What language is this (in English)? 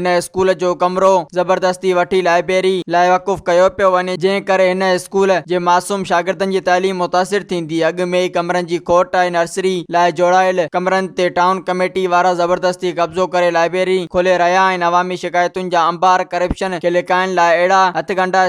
Sindhi